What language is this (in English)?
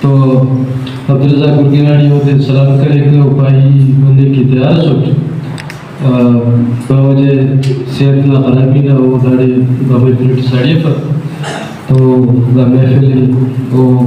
Brahui